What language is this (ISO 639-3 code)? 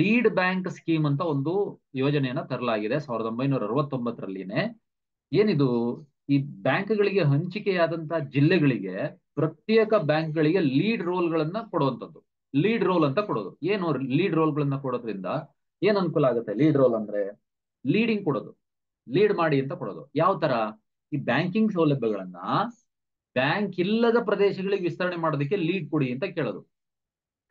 kan